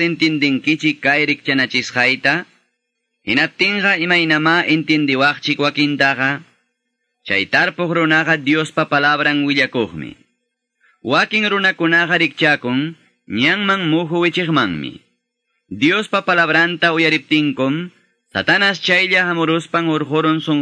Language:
Quechua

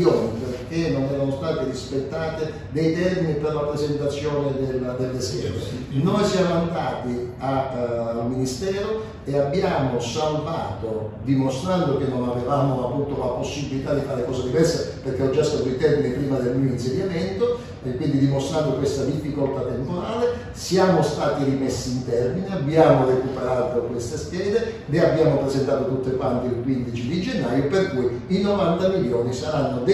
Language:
Italian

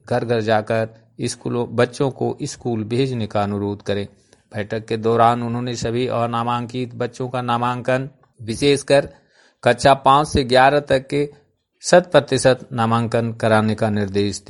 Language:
Hindi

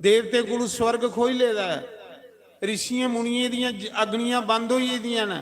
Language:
Dogri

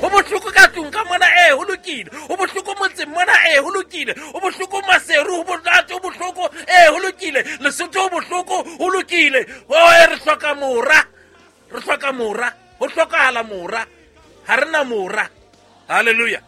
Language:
Southern Sotho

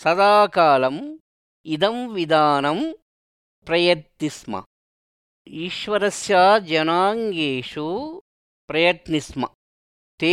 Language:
Sanskrit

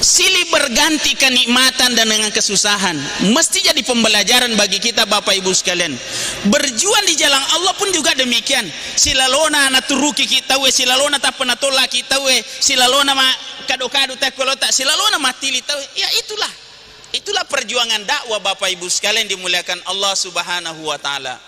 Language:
Buginese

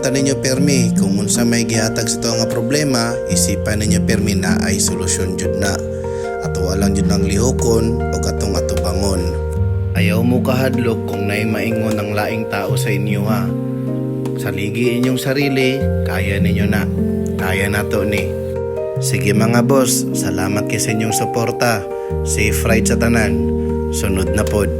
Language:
Cebuano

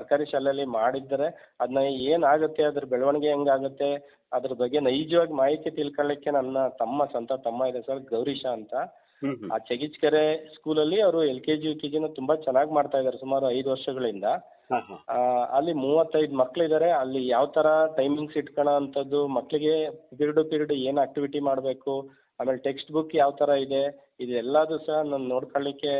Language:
Kannada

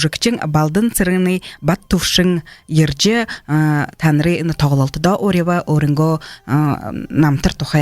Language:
Buriat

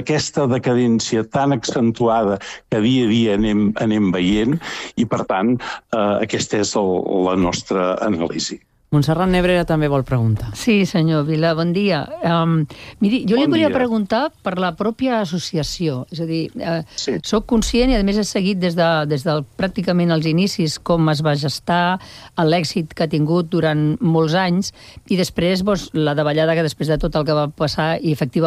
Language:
Catalan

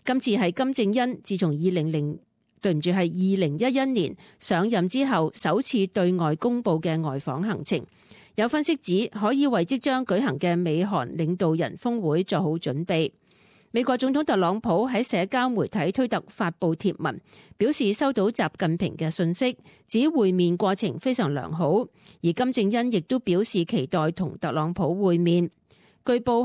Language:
Cantonese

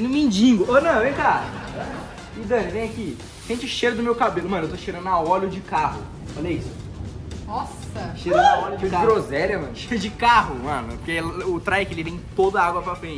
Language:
Portuguese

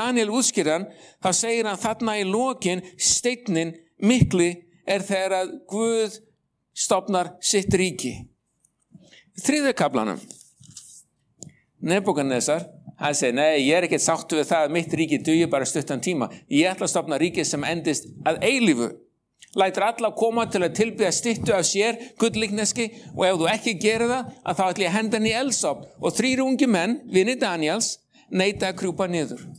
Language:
Icelandic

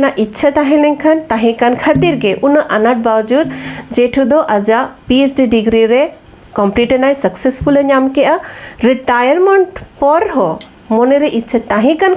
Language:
Santali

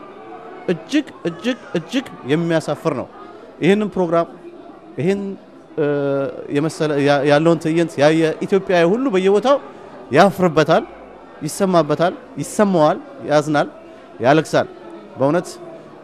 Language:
Amharic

